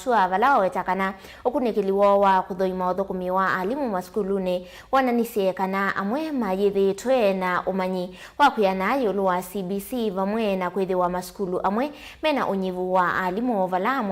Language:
Kamba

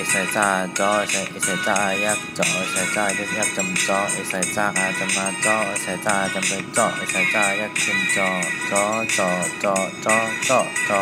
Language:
Shan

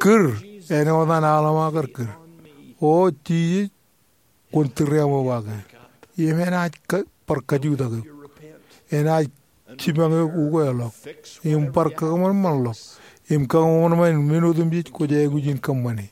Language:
Marshallese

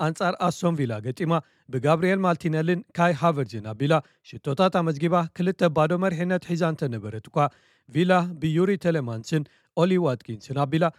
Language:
Tigrinya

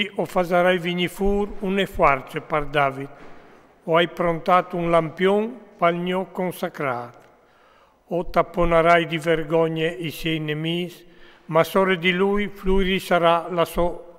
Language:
Friulian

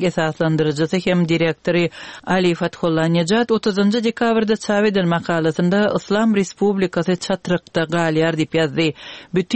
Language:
Turkmen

